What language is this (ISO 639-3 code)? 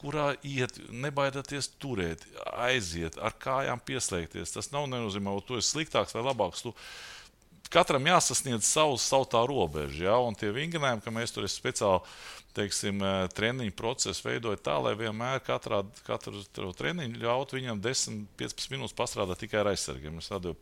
lav